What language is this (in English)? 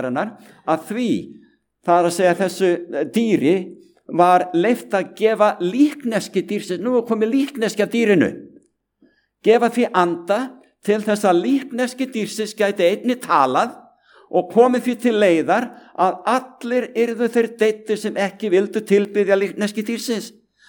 Icelandic